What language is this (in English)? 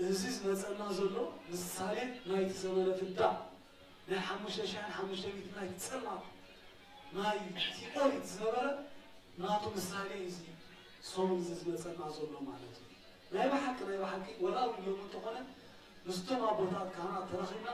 Tigrinya